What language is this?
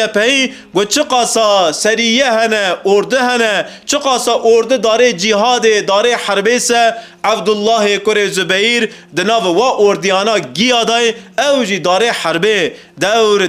Kurdish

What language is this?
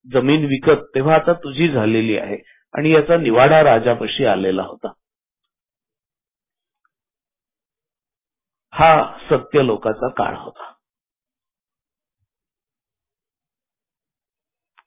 Marathi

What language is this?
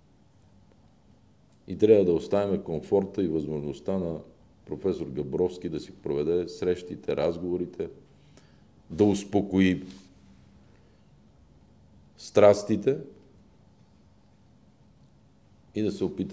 Bulgarian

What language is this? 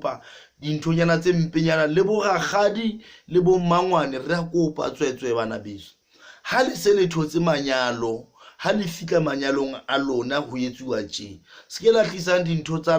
Southern Sotho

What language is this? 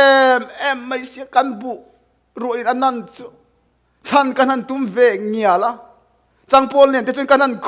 Mizo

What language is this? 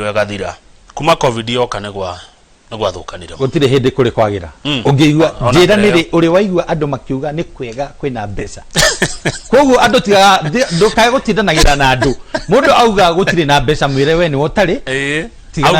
Kikuyu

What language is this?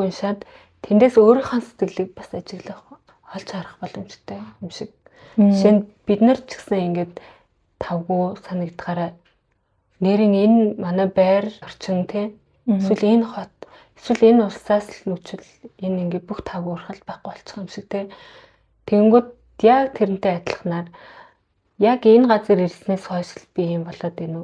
Mongolian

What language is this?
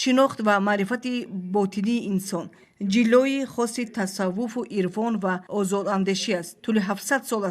Tajik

